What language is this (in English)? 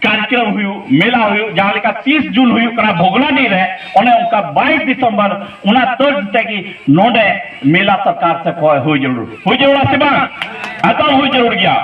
Santali